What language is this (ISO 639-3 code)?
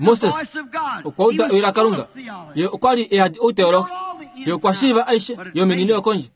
kua